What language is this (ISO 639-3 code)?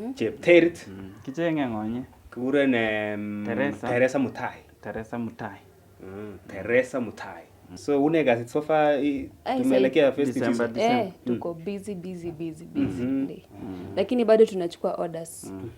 niq